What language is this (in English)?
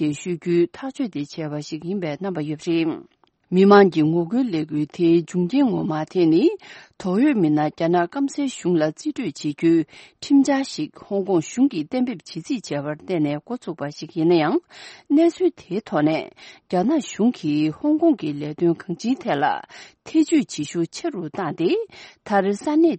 Tibetan